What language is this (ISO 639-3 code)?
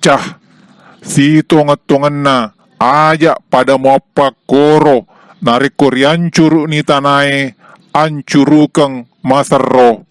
bug